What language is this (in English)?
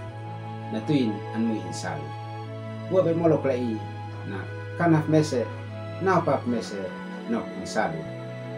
Uab Meto